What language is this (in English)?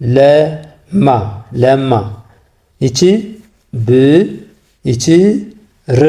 Amharic